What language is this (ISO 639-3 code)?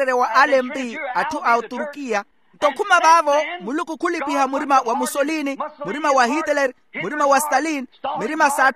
vmw